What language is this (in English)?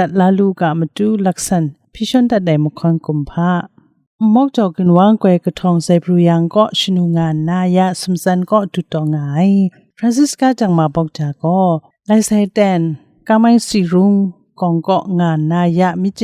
Kachin